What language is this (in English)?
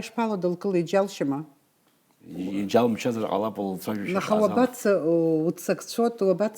Abkhazian